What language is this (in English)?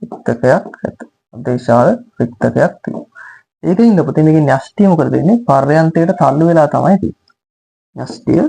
Sinhala